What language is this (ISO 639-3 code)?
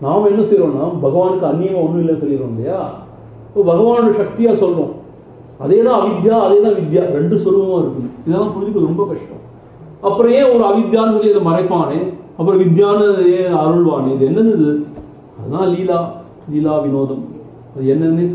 tam